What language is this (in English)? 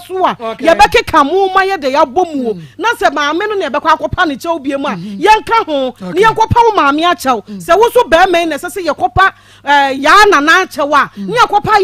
Akan